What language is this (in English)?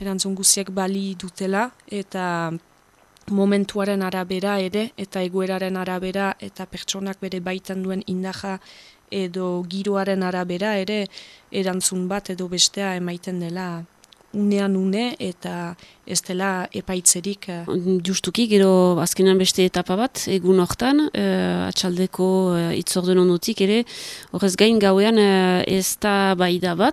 Basque